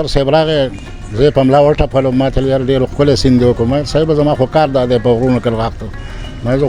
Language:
Pashto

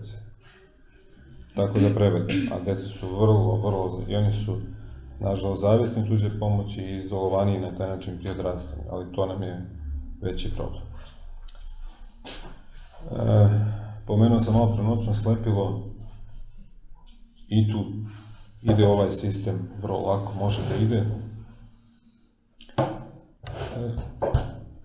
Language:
Serbian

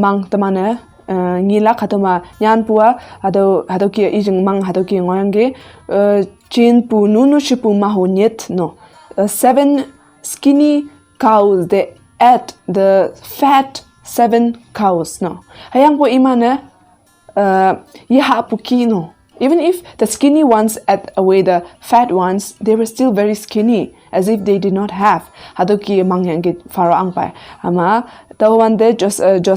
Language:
Konyak Naga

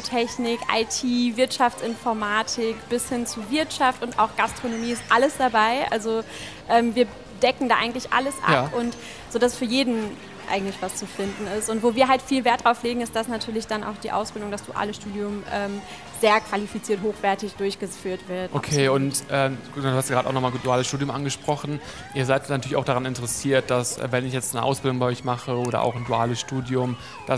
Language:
German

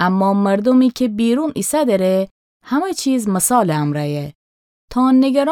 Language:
Gilaki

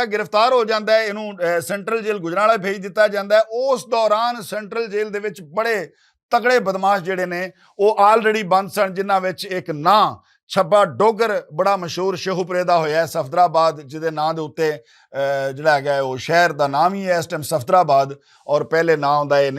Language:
Western Panjabi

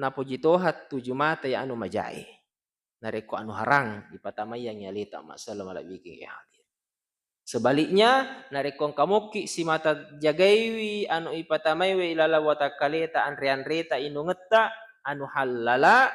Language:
Buginese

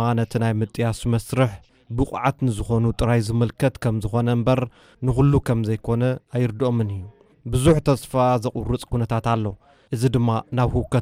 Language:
Tigrinya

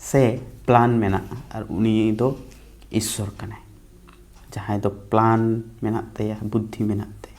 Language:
Santali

